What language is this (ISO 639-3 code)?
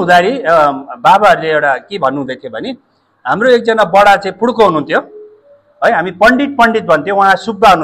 nep